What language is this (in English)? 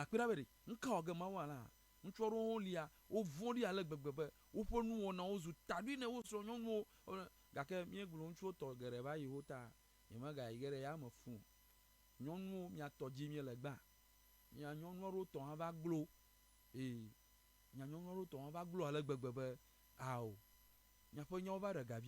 Ewe